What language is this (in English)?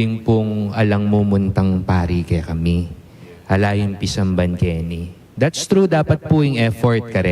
Pampanga